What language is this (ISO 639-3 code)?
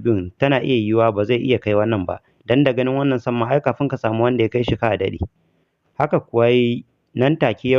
hau